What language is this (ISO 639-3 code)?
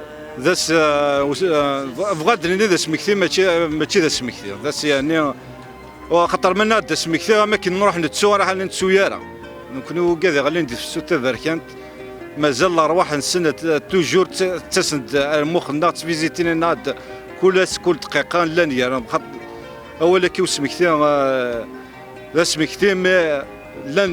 kab